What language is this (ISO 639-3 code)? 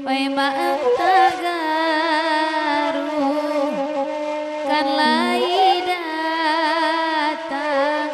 min